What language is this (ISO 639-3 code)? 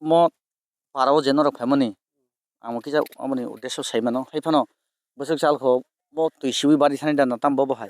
trp